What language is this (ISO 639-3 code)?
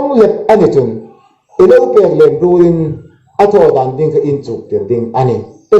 hmr